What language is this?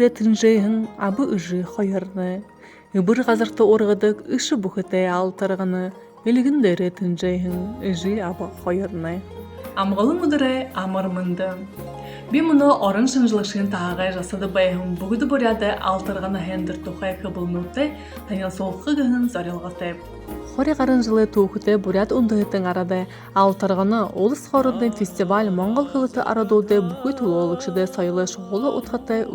Buriat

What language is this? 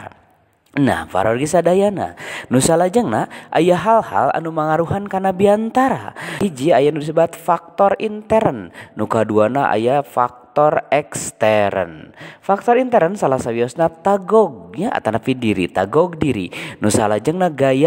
Sundanese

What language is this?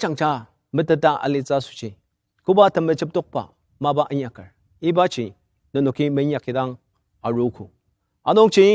Ao Naga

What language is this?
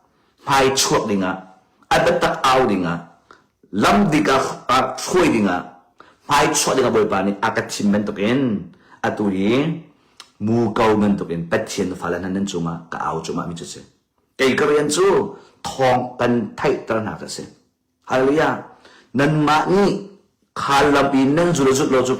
Hakha Chin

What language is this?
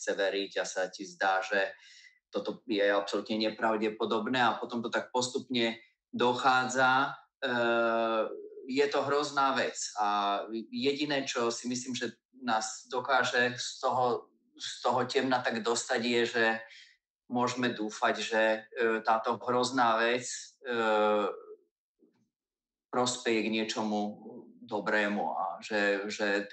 Slovak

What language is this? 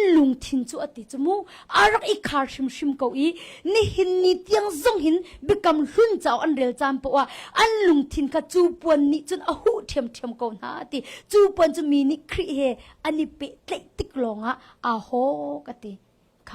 Hakha Chin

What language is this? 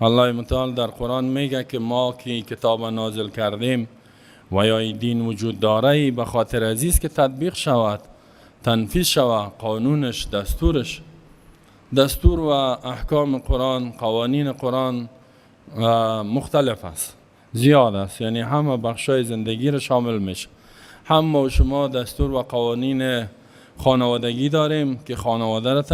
Persian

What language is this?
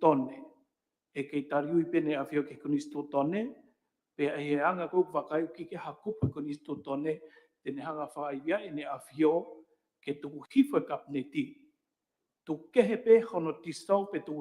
Tongan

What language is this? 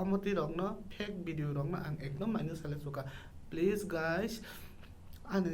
Kok Borok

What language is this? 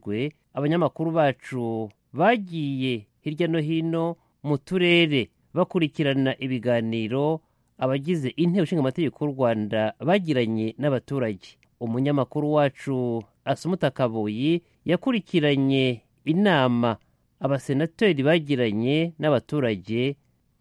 Kinyarwanda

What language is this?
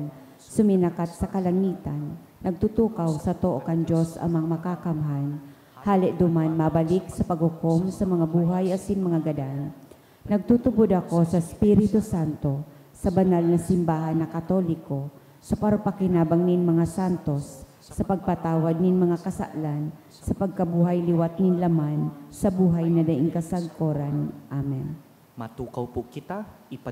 Bikol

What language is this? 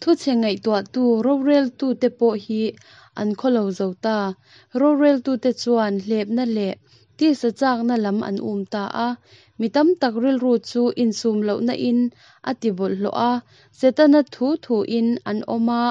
Mizo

